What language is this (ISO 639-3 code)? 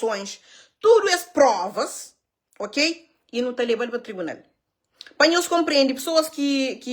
kea